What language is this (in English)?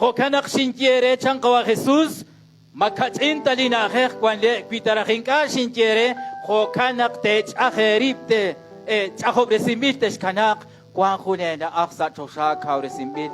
Kekchí